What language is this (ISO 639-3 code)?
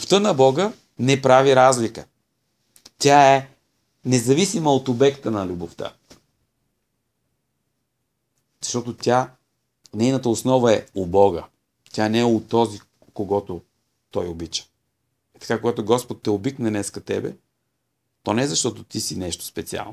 bul